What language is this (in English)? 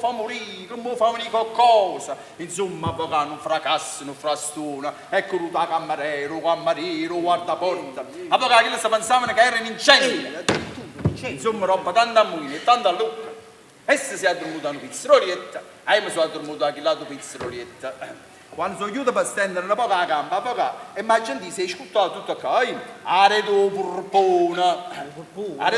Neapolitan